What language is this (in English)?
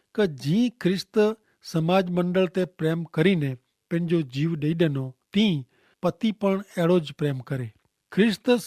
Kachhi